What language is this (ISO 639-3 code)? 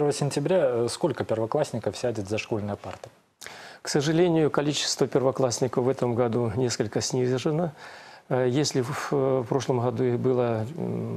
rus